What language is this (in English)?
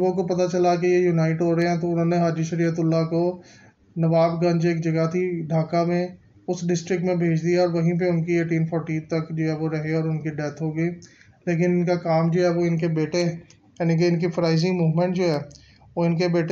Hindi